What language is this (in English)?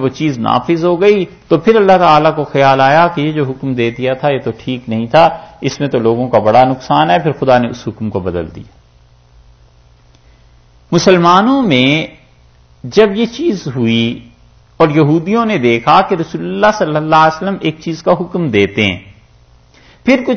Urdu